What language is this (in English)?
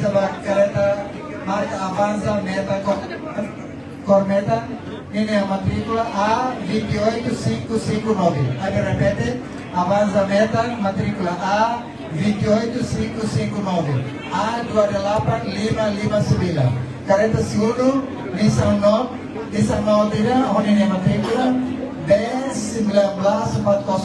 Tetum